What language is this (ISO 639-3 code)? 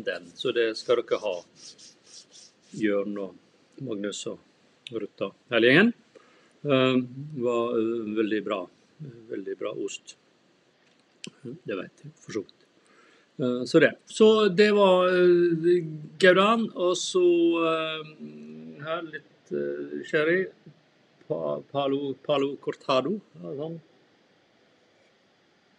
nor